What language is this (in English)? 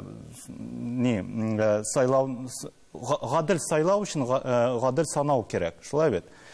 Tatar